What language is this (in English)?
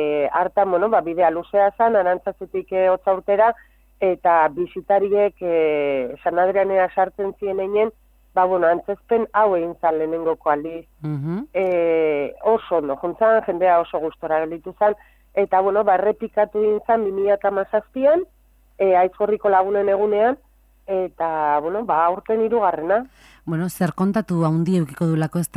Basque